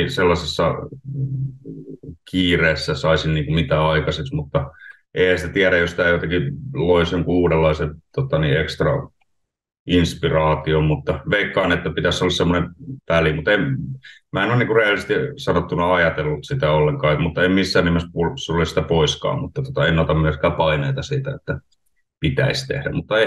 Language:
Finnish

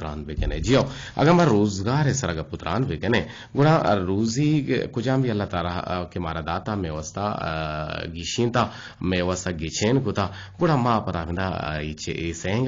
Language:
Eastern Balochi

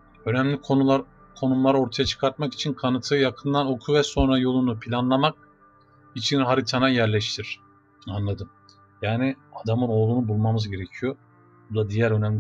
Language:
Turkish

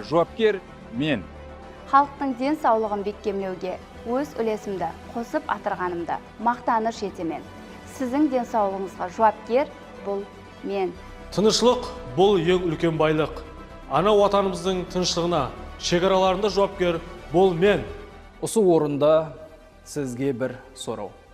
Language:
Kara-Kalpak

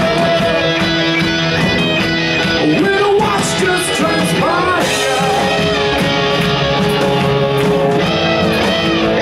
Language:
English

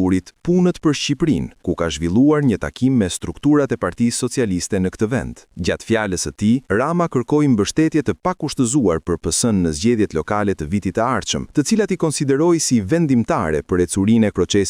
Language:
Albanian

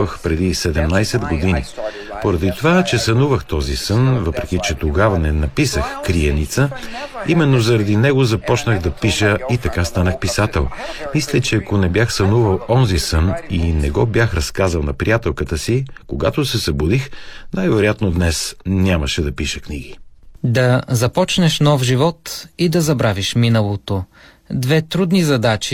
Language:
Bulgarian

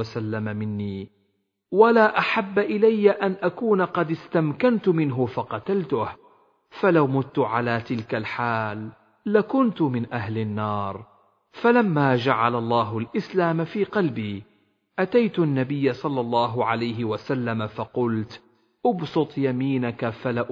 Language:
Arabic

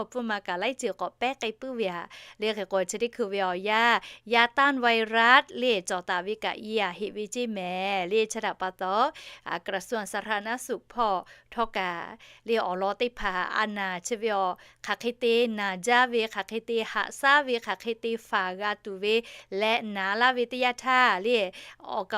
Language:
Lahu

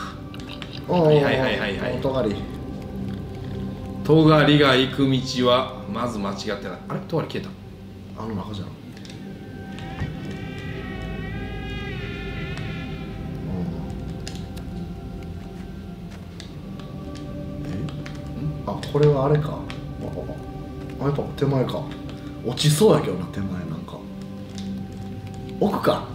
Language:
Japanese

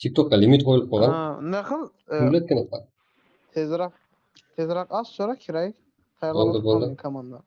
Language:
Kara-Kalpak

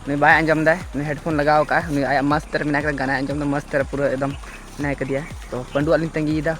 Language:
Santali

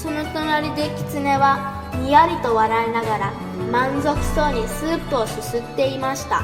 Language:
Uyghur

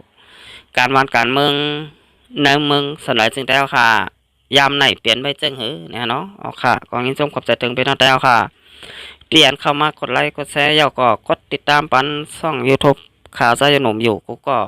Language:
Shan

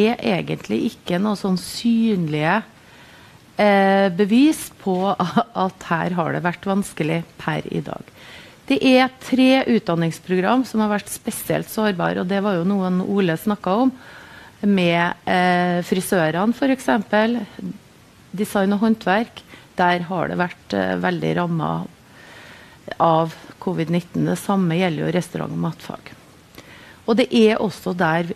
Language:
Norwegian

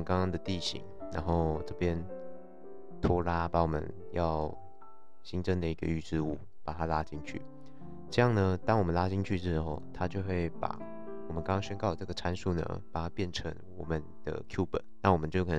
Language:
Chinese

